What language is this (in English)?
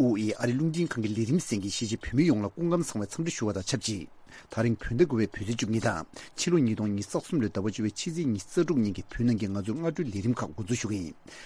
Tibetan